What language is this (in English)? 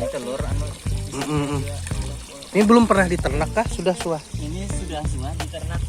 Banjar